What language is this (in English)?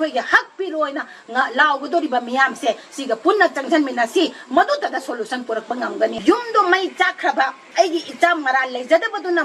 Manipuri